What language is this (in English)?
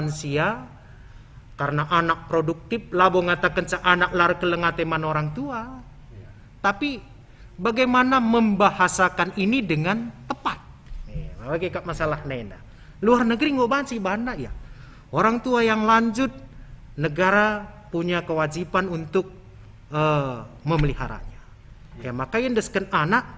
Batak Karo